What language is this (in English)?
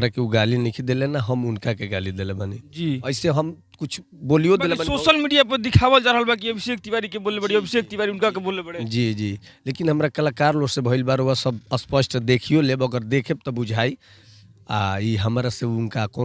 Bhojpuri